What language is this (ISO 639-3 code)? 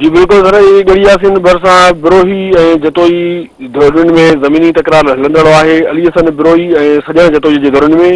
snd